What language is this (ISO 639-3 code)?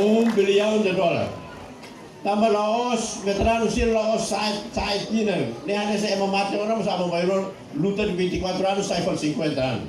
tet